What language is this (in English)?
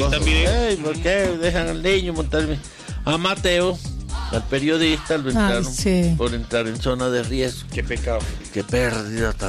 Spanish